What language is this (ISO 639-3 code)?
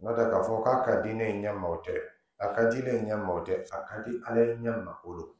dyu